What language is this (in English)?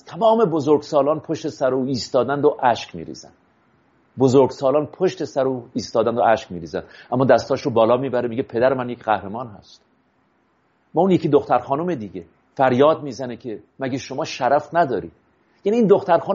Persian